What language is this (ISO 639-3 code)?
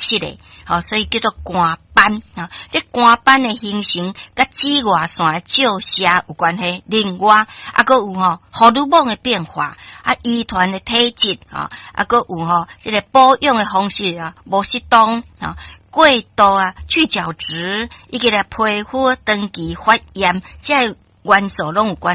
nan